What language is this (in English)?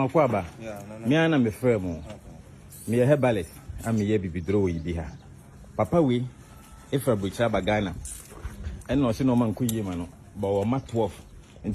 Nigerian Pidgin